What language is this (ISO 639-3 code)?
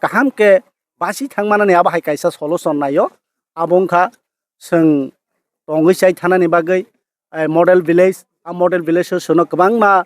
trp